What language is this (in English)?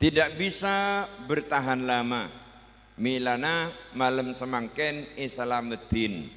Madurese